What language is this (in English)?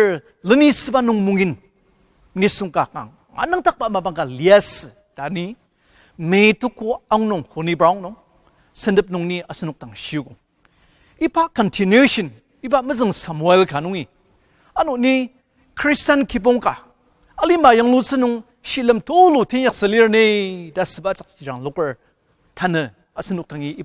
Ao Naga